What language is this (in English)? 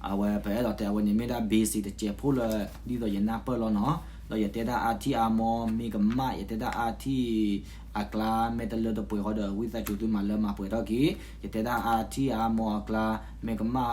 S'gaw Karen